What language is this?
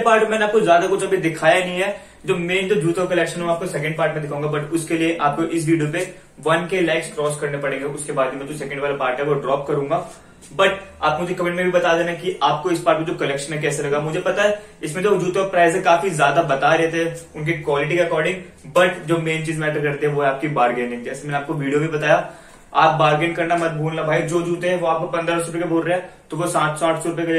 Hindi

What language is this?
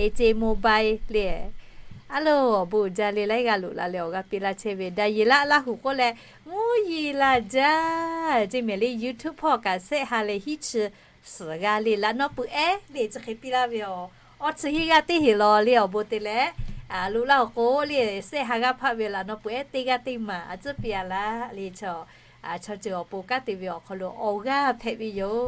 Lahu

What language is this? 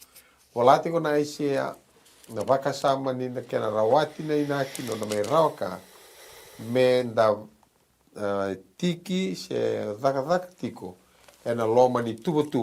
Fijian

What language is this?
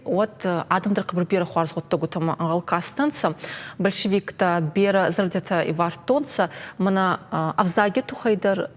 Ossetic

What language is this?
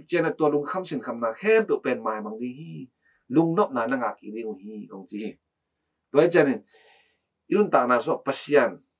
Tedim Chin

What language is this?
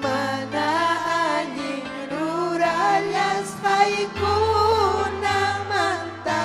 Ayacucho Quechua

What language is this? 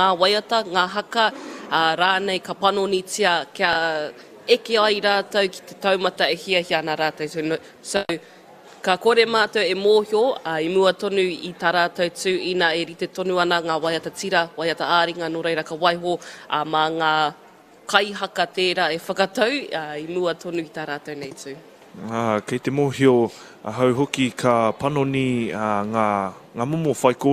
Māori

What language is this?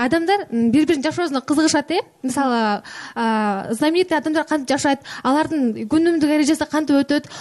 Kyrgyz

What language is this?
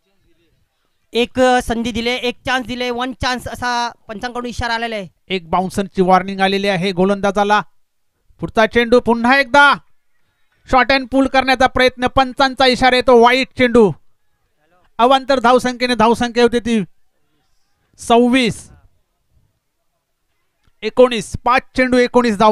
Marathi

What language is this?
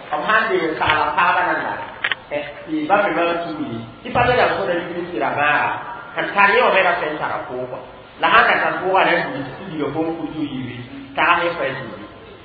Mossi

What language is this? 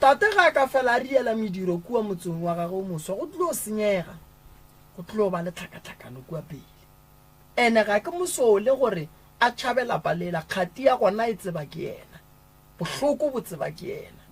Northern Sotho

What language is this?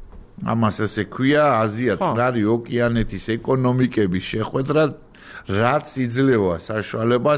Georgian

